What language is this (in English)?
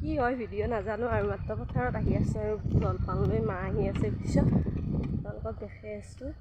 Assamese